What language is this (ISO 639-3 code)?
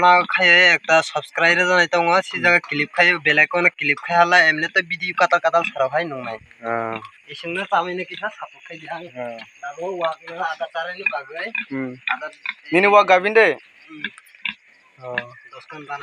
trp